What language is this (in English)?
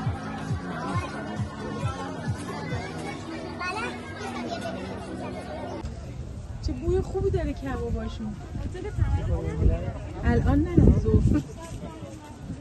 Persian